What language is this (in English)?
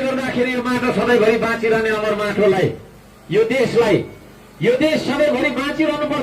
Nepali